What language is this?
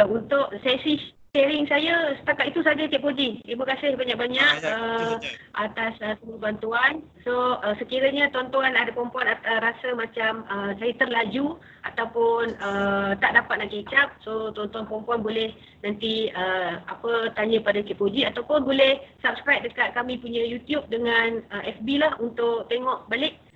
Malay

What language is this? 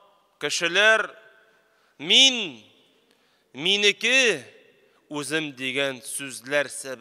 Tatar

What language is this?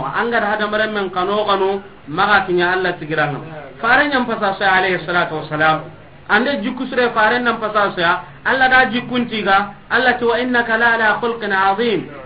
Soninke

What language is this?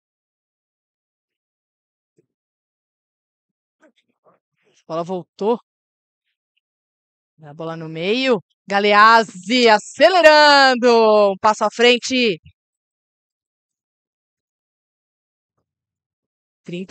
Portuguese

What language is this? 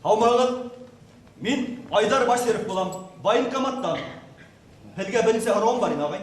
Bashkir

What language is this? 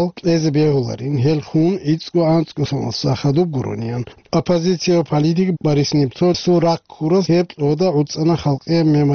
Avaric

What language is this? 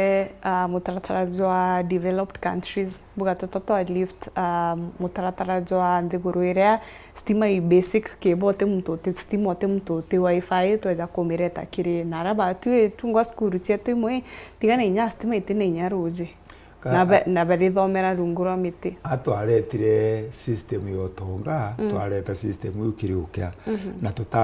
Meru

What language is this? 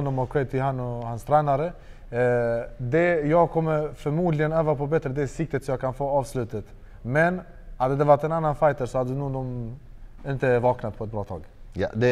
Swedish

